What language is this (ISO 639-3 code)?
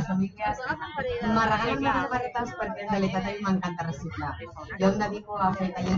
cat